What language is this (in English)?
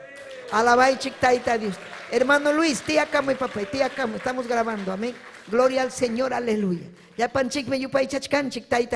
Ayacucho Quechua